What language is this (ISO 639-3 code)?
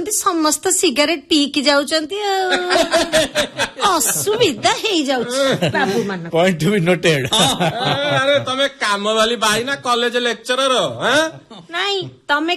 ori